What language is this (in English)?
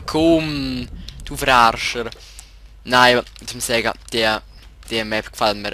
Swiss German